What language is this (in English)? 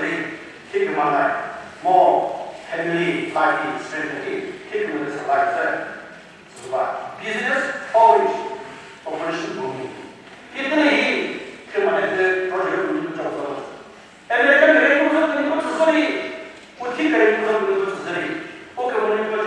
Chokri Naga